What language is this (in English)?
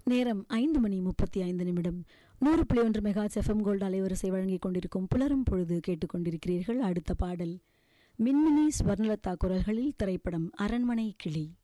Tamil